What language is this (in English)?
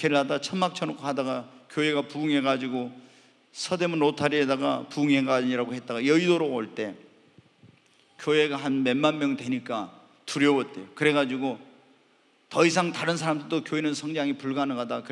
Korean